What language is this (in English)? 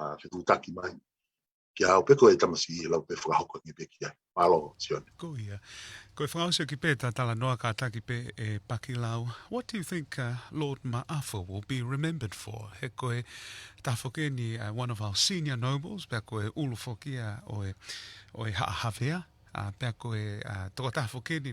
Tongan